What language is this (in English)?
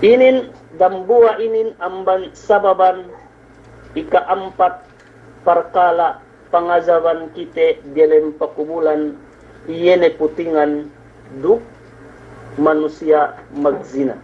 Yakan